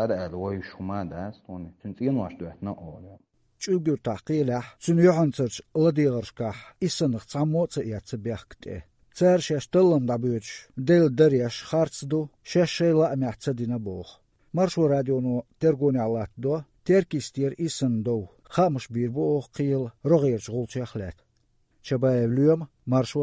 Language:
Chechen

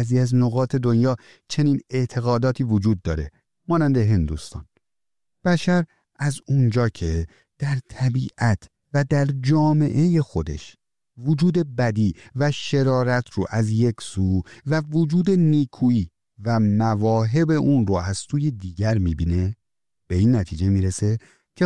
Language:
Persian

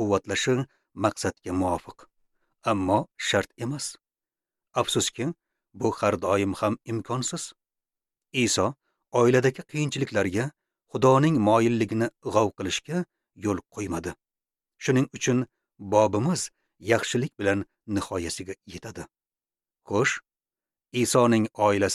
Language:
Uzbek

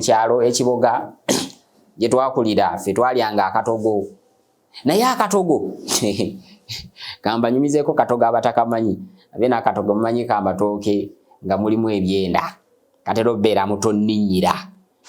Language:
Ganda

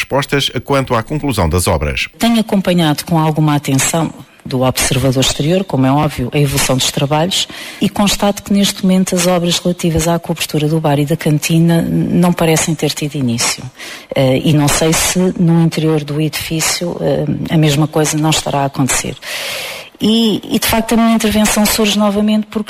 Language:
Portuguese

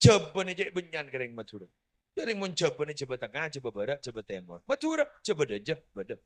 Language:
Madurese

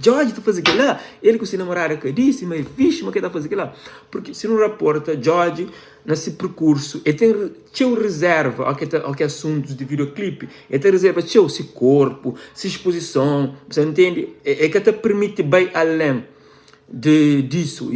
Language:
Kabuverdianu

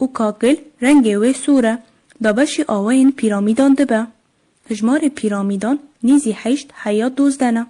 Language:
Kurdish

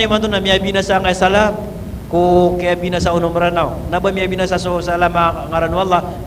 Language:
Maranao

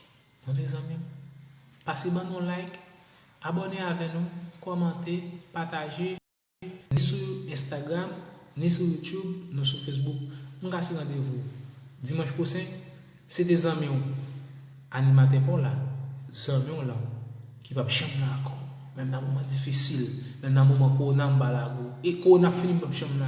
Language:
Haitian Creole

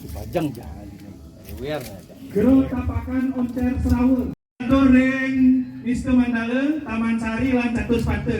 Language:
Balinese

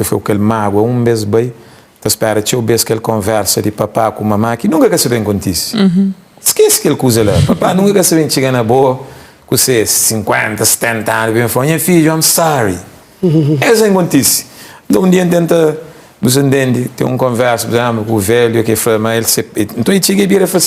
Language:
Kabuverdianu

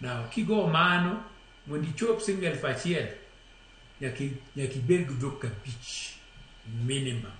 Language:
Luo (Kenya and Tanzania)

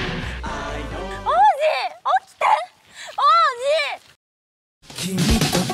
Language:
Japanese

